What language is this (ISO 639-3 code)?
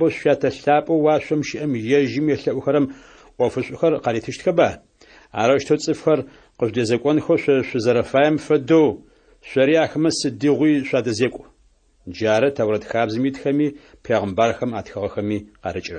ady